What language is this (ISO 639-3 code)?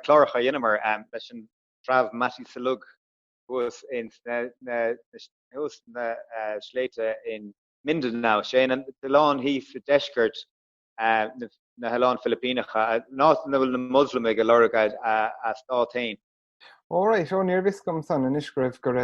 gle